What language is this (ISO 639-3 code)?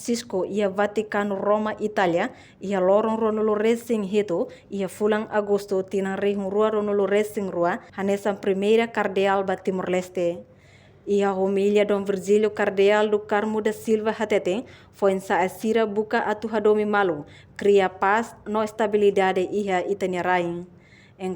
tet